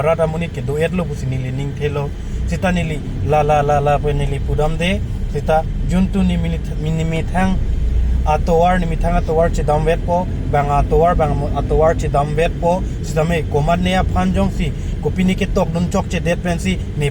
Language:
Karbi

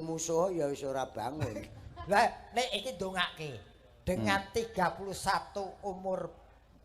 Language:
Javanese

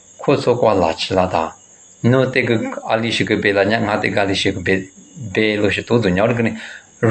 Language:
Lisu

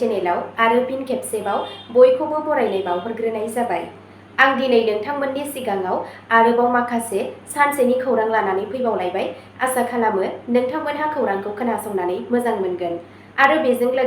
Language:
Bodo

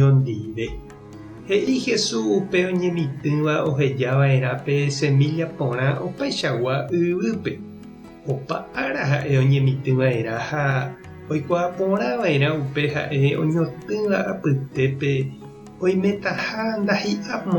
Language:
Guarani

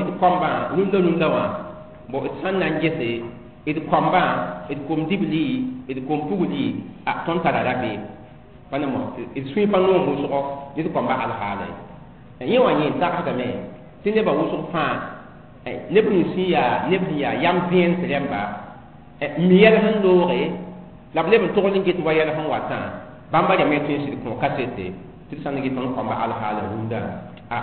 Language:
Mossi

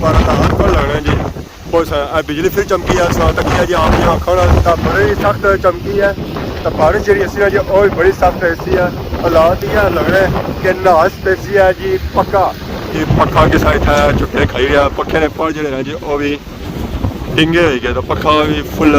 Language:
Pahari-Potwari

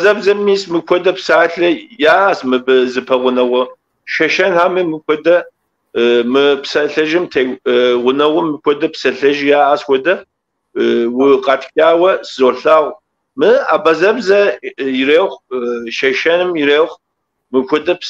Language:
Kabardian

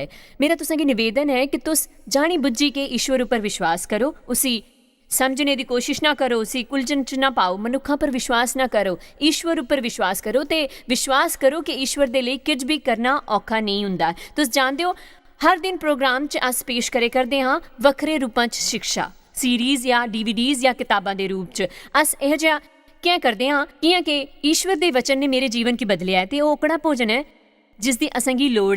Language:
Dogri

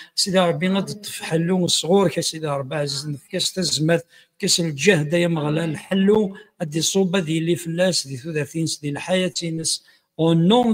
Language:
Kabyle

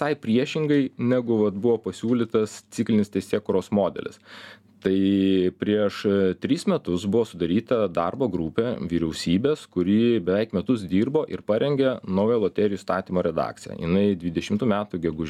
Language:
Lithuanian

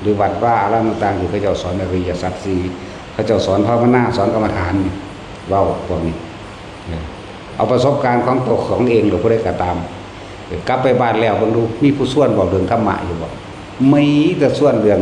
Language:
Northeastern Thai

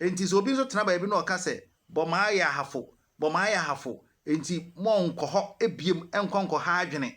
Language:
Akan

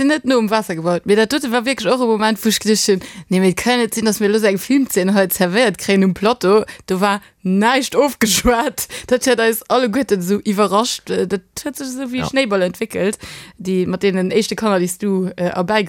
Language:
Luxembourgish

